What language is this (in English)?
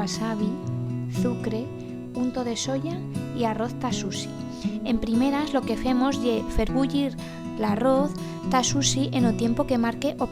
Aragonese